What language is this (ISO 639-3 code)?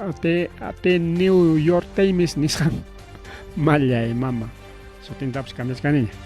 quy